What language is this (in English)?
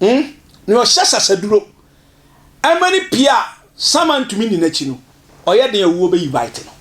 Akan